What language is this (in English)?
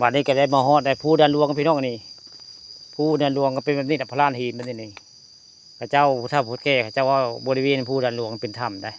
Northeastern Thai